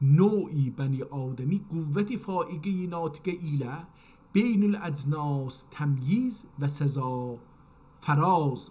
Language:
South Azerbaijani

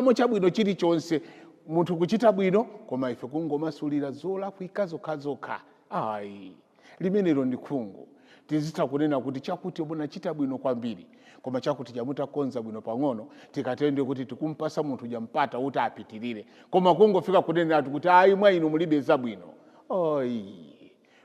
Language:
Nyanja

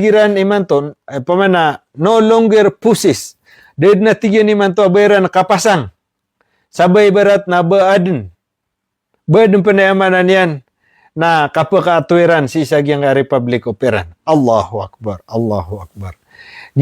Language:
Maranao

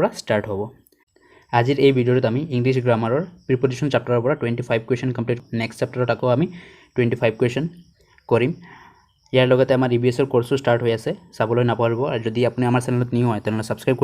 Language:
Assamese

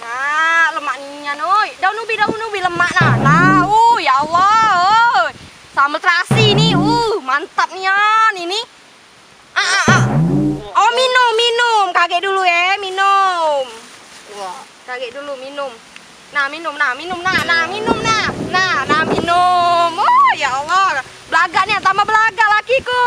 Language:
Musi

